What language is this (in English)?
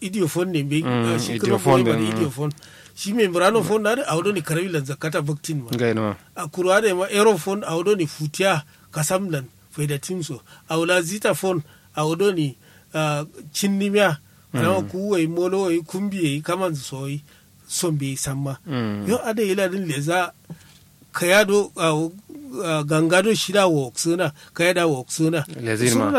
Kanuri